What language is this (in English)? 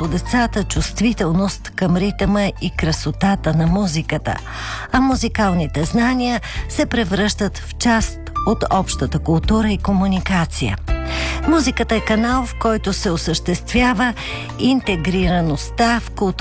Bulgarian